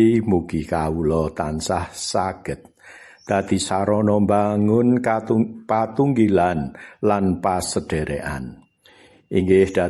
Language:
Javanese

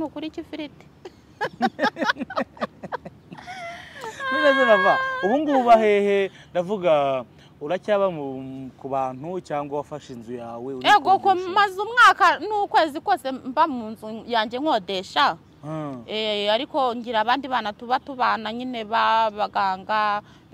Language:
Kinyarwanda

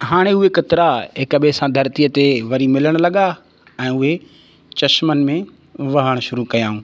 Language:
Sindhi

